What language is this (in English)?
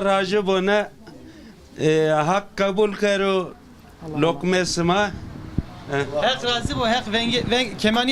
Zaza